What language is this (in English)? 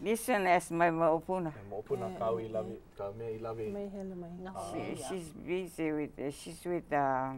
Hawaiian